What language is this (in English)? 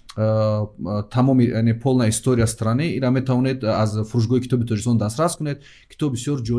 Tajik